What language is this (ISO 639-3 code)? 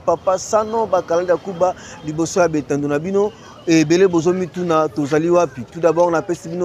lin